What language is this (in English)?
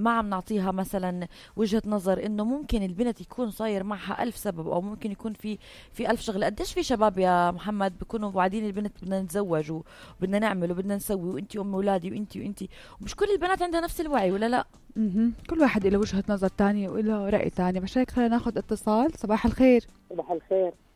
North Levantine Arabic